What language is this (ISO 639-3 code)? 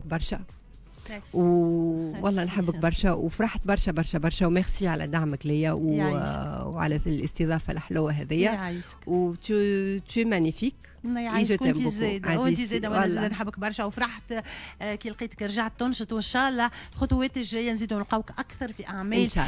aeb